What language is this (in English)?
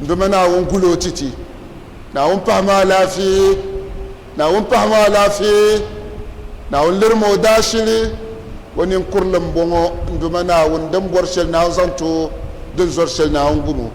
Dagbani